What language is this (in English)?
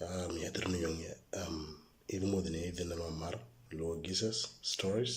Moro